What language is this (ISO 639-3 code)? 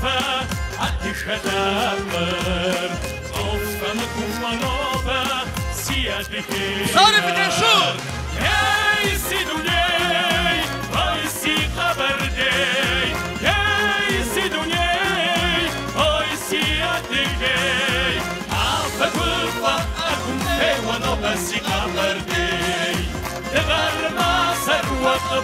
kbd